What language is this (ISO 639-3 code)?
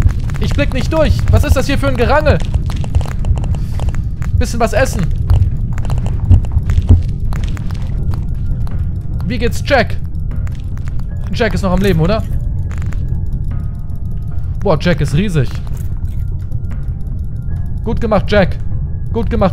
deu